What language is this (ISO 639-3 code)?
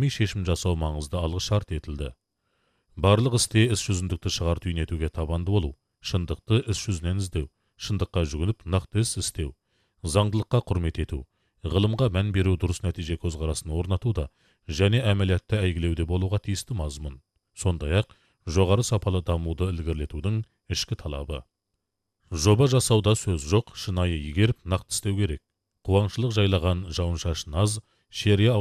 kaz